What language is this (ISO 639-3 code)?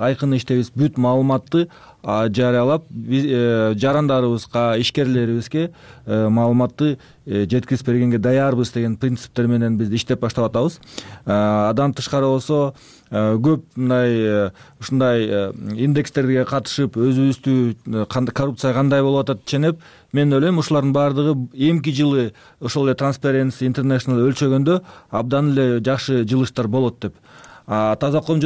kir